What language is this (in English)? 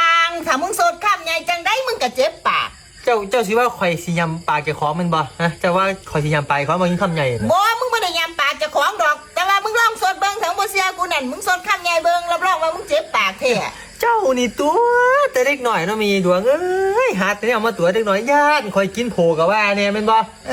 Northeastern Thai